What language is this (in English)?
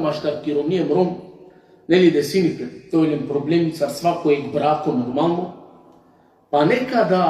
Balkan Romani